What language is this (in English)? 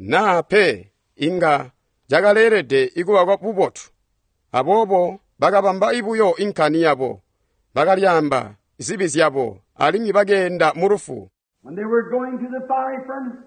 Tonga (Zambia)